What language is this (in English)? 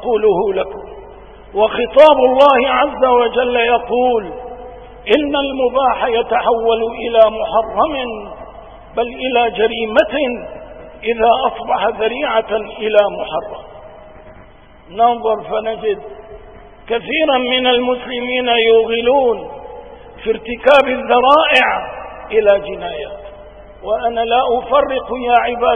Arabic